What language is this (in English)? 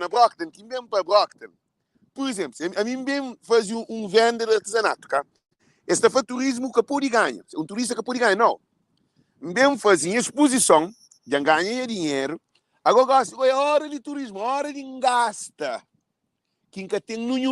Kabuverdianu